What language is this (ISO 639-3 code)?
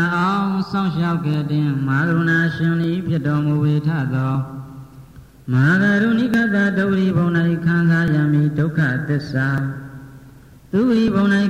mya